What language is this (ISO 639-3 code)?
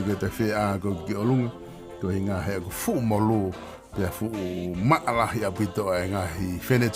ton